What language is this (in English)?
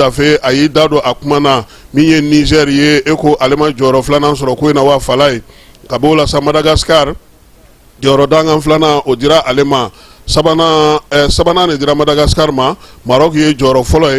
Bambara